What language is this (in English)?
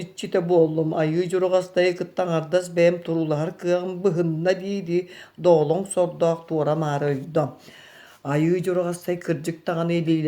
Yakut